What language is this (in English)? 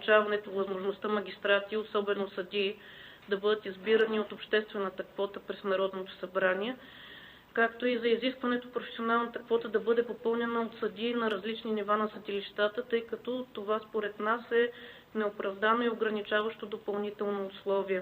Bulgarian